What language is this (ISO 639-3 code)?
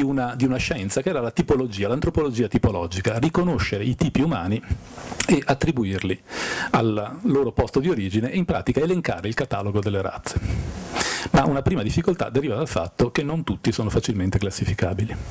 ita